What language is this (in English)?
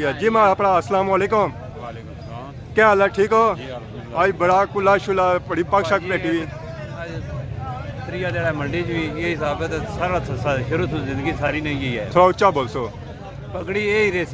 Pahari-Potwari